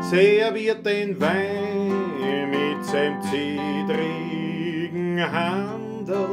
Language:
Bavarian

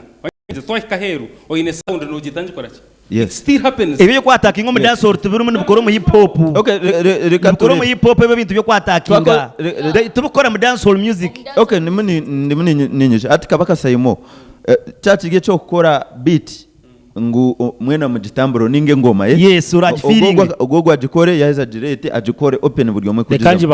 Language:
Nyankole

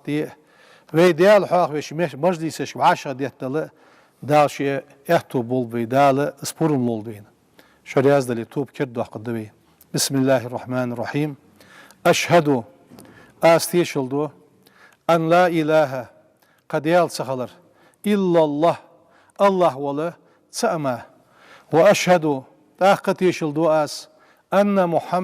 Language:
Ingush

